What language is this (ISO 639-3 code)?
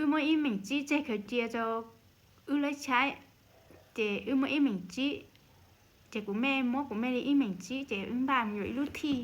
hmn